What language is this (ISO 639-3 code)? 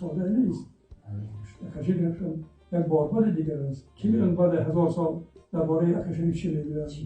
tgk